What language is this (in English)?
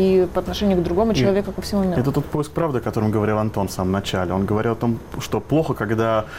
Russian